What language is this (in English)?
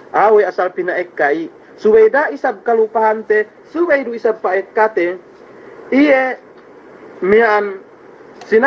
Yakan